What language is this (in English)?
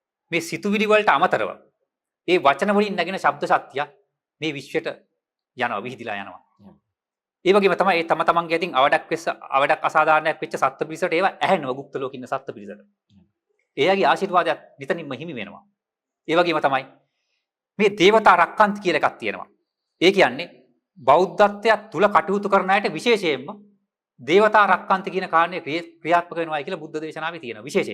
Sinhala